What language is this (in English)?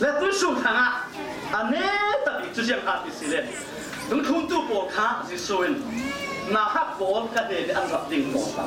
Falam Chin